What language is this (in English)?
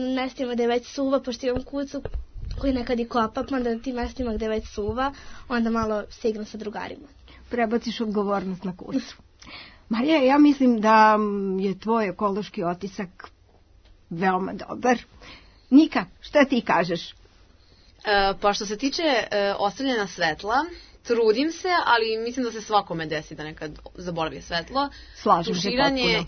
Serbian